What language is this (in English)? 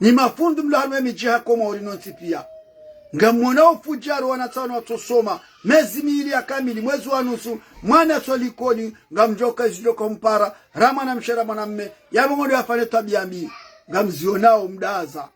Ngazidja Comorian